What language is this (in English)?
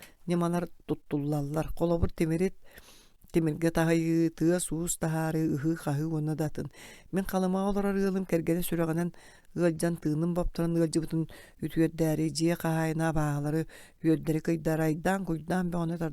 Yakut